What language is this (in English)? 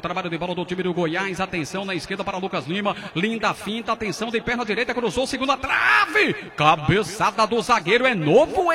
Portuguese